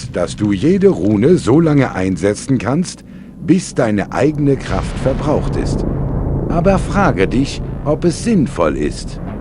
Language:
Bavarian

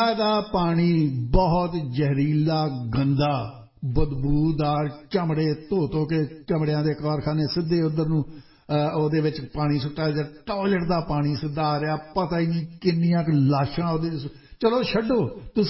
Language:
Punjabi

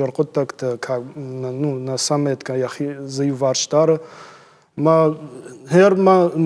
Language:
Ossetic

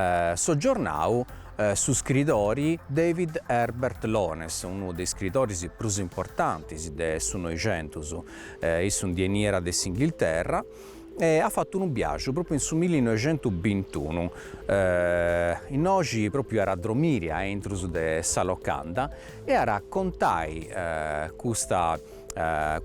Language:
Sardinian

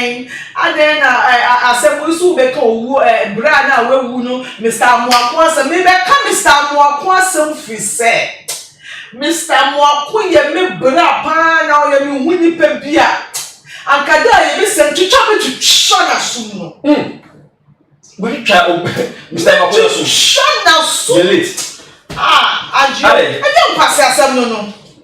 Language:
Akan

